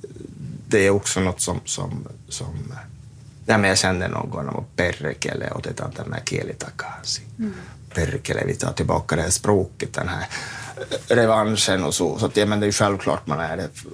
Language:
Swedish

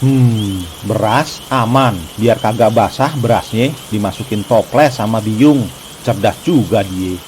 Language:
Betawi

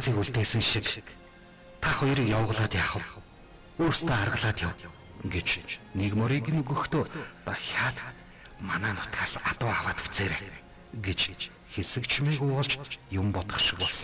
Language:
Mongolian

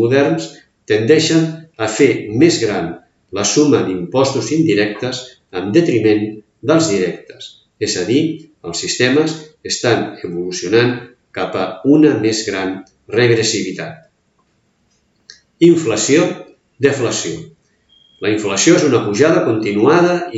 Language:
Catalan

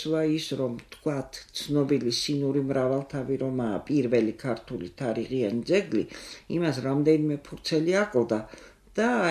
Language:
Georgian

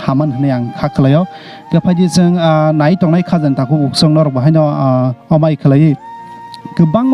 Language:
Kok Borok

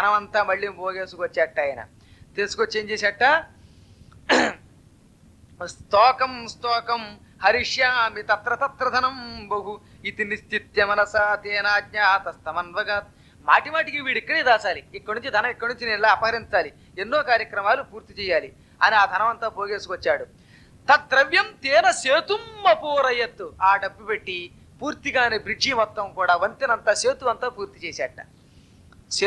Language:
Telugu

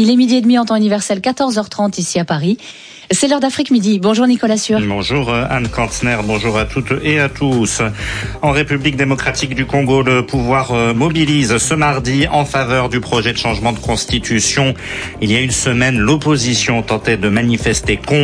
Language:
French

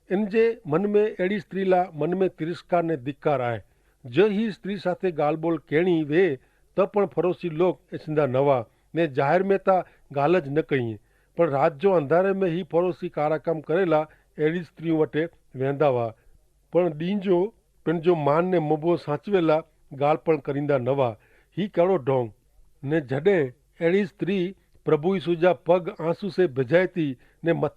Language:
Kachhi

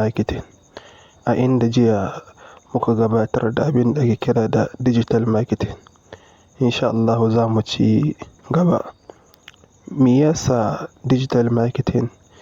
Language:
Hausa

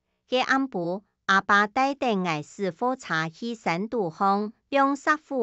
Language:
Hakka Chinese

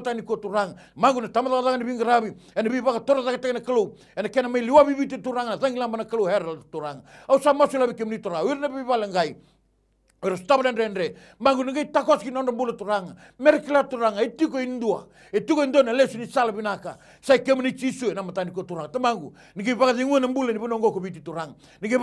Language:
Fijian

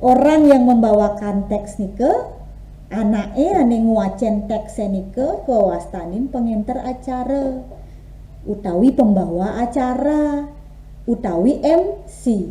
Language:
Balinese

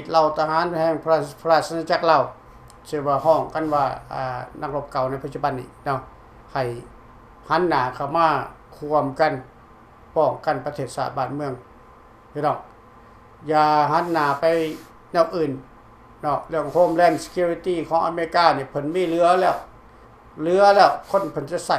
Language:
Lao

